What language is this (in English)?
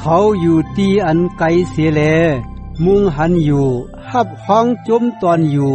Shan